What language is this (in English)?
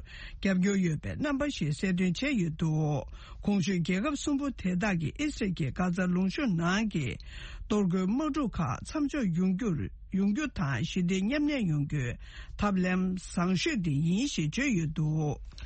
Tibetan